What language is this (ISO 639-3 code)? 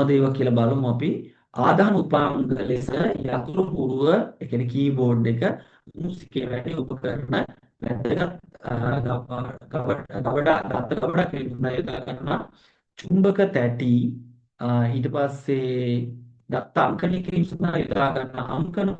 sin